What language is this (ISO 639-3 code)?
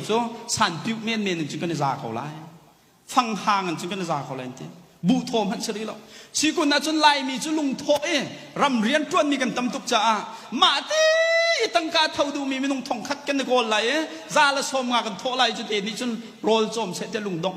cnh